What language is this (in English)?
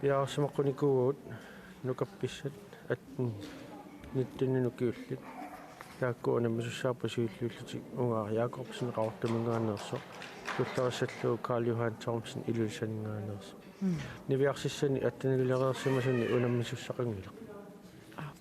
Kalaallisut